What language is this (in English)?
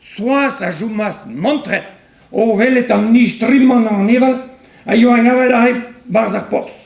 Breton